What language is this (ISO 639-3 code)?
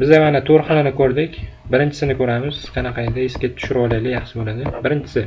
uzb